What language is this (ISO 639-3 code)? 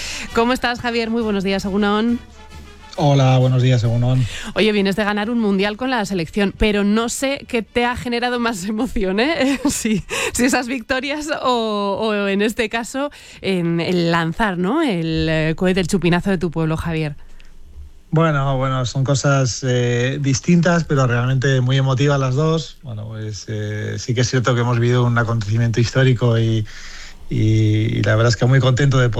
spa